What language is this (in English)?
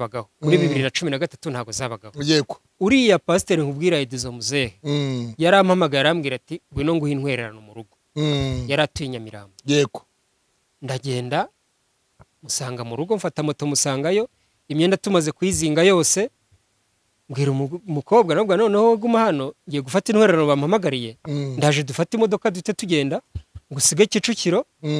Kinyarwanda